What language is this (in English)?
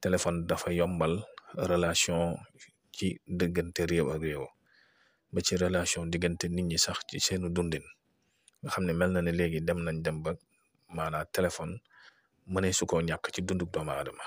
Wolof